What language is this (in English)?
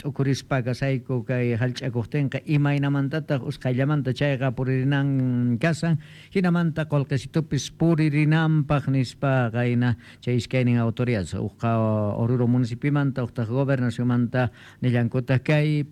Quechua